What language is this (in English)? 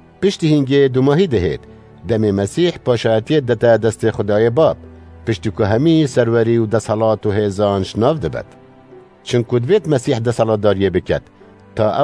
Kurdish